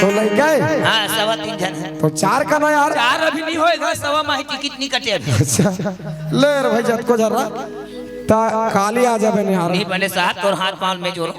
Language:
Chhattisgarhi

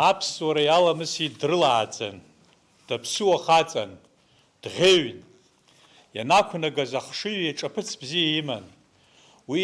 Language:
Abkhazian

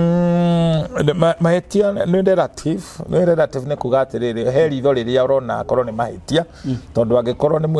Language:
Kikuyu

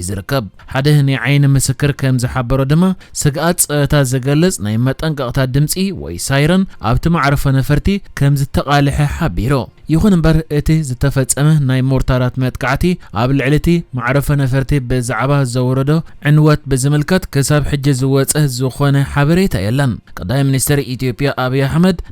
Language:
Tigrinya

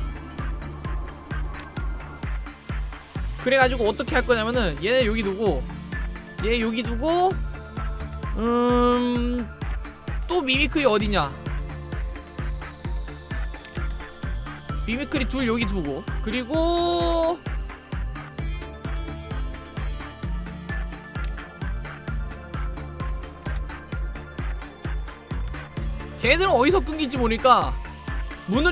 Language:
Korean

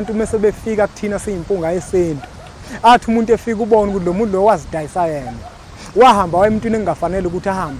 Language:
Zulu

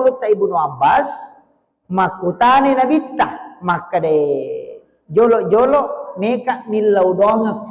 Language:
Buginese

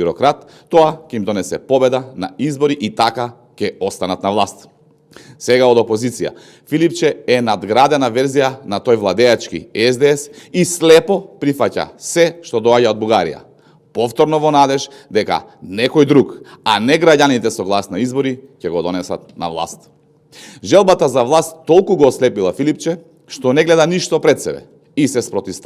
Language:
Macedonian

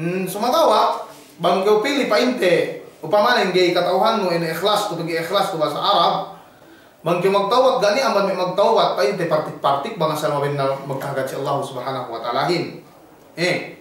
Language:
Yakan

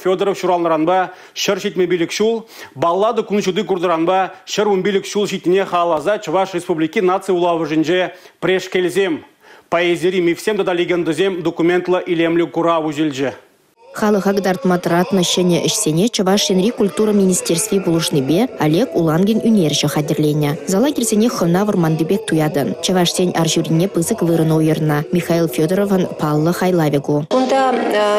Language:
Chuvash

